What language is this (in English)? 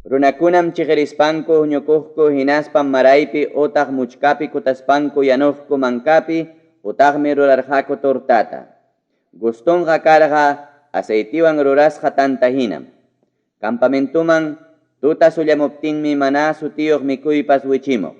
Ayacucho Quechua